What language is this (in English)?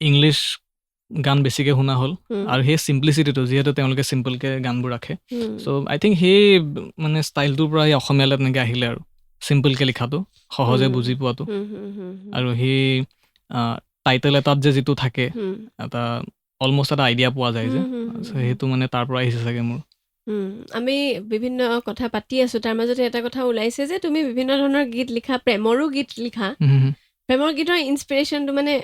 Assamese